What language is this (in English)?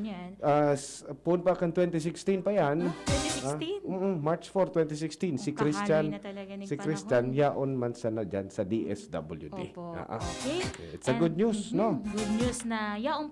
Bikol